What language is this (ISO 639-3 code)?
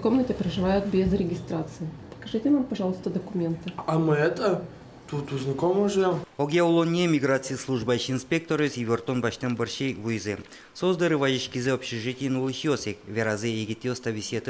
udm